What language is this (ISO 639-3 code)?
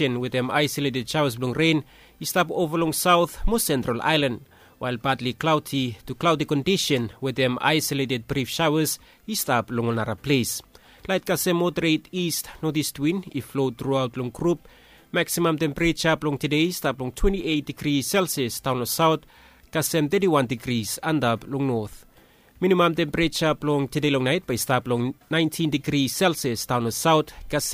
bis